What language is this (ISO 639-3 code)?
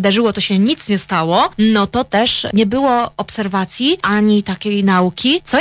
pol